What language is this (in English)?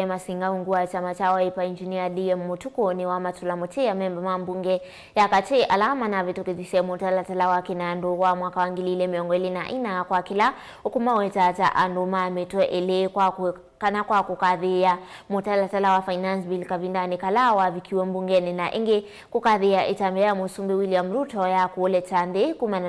Kamba